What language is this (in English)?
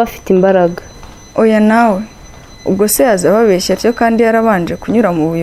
Kinyarwanda